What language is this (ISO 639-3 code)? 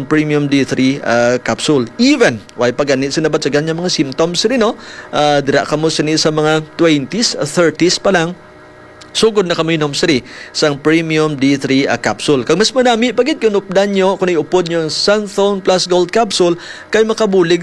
hil